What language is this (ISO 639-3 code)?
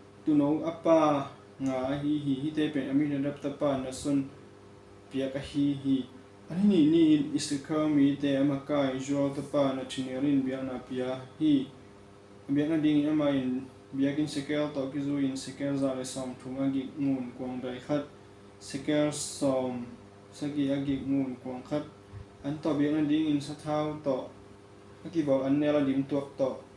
ctd